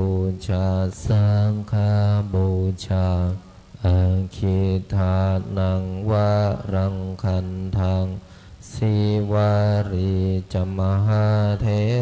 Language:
Pali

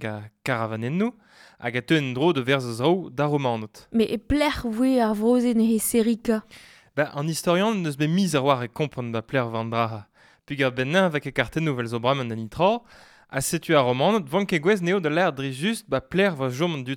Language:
Breton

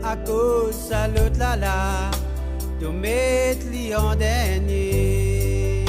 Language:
Morisyen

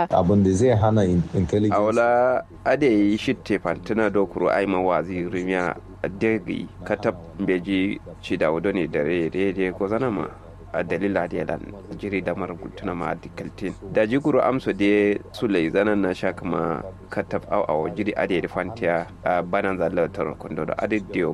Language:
Kanuri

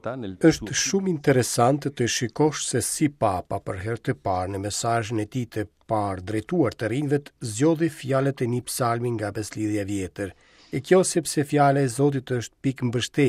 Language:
Albanian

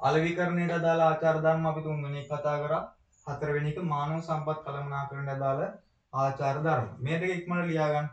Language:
Sinhala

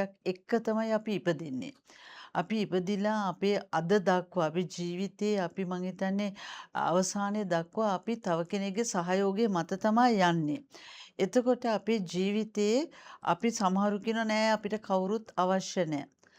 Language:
Sinhala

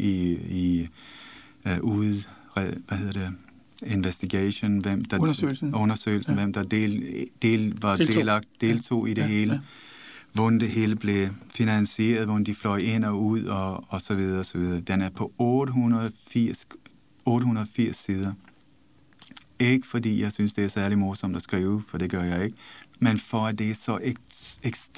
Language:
Danish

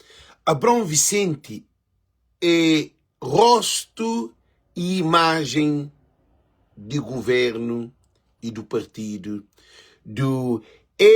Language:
Kabuverdianu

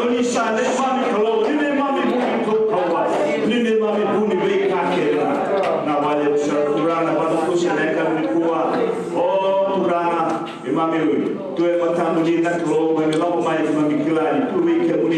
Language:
Fijian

